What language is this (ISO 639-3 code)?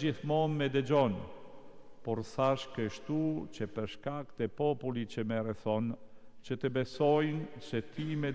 sqi